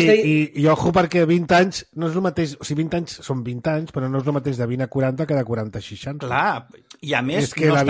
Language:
Catalan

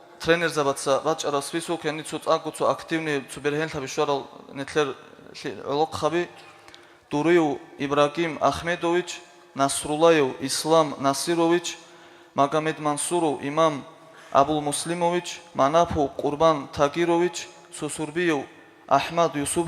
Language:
Avaric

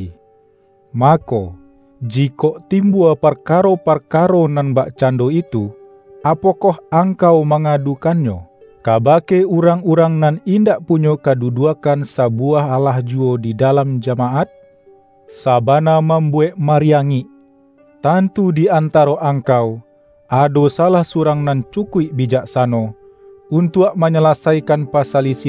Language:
Minangkabau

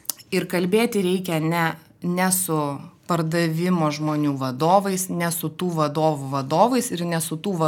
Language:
Lithuanian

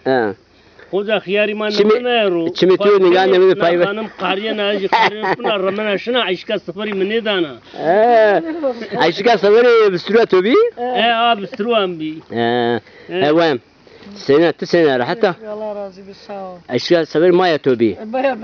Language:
Zaza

